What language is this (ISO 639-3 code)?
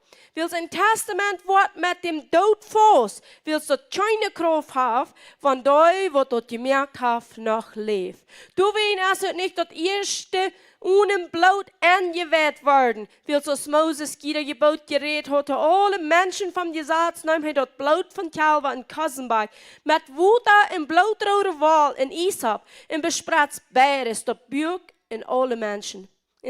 pdt